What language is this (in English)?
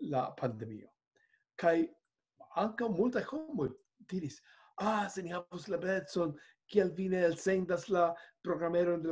Esperanto